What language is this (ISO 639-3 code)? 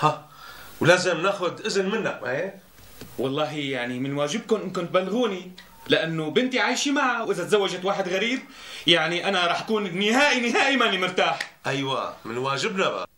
apc